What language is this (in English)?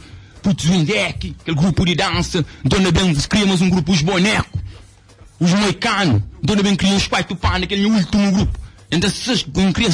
Kabuverdianu